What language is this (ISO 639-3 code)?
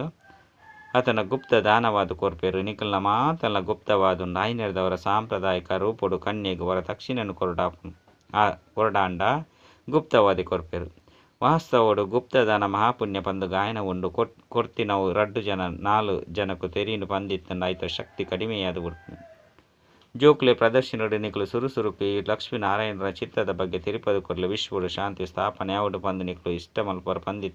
tcy